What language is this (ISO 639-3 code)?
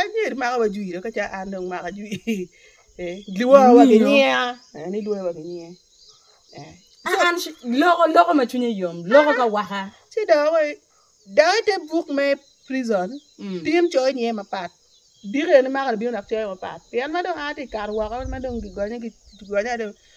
ach